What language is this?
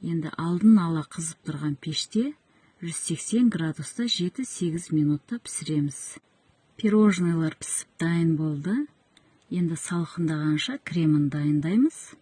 Kazakh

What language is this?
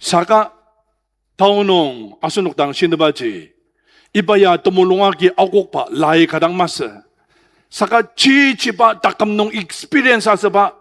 Ao Naga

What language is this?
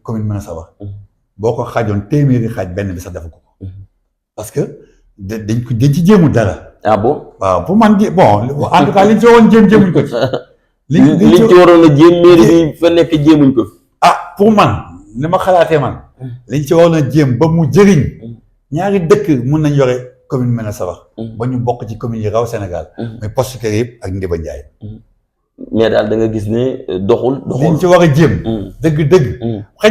Wolof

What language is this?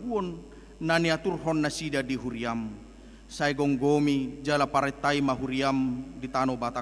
Batak Toba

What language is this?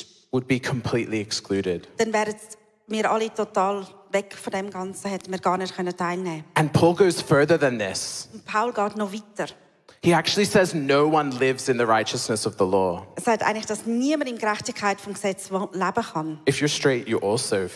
Swiss German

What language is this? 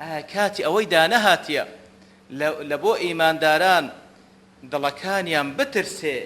Central Kurdish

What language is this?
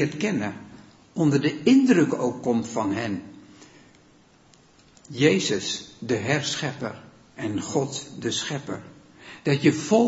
Dutch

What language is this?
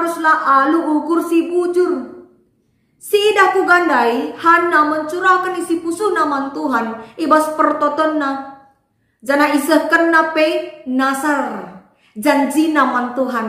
Batak Karo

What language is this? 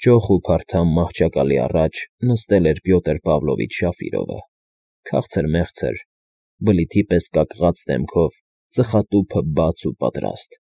Armenian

